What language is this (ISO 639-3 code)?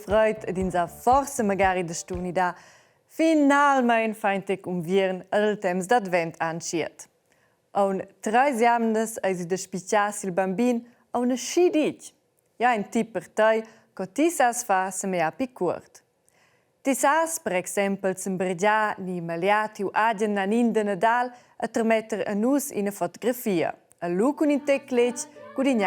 roh